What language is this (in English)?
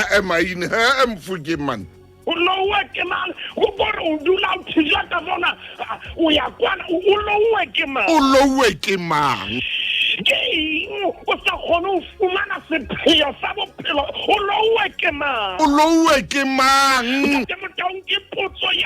Southern Sotho